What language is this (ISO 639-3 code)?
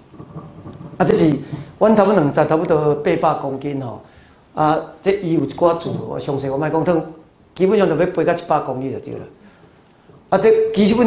nan